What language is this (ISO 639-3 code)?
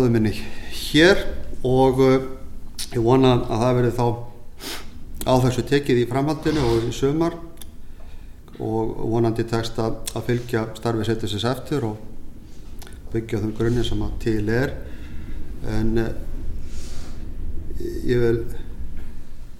isl